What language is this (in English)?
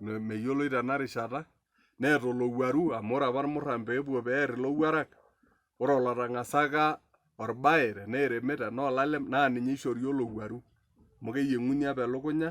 Masai